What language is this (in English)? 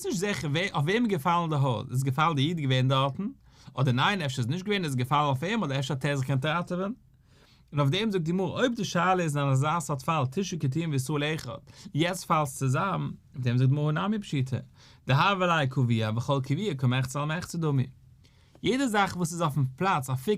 Yiddish